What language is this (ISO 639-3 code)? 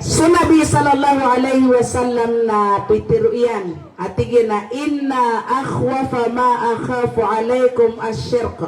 mrw